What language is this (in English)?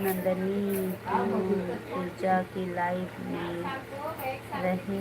Chhattisgarhi